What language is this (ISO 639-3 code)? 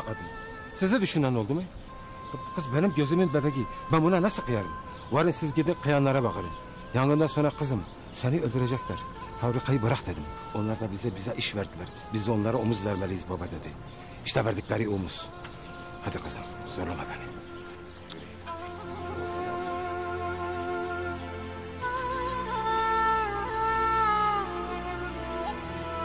tur